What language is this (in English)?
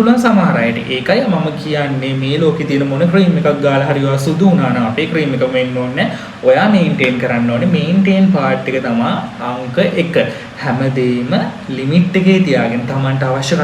Sinhala